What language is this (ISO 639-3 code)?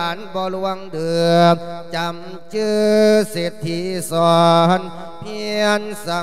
lao